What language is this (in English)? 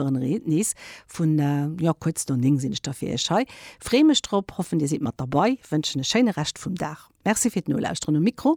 Luxembourgish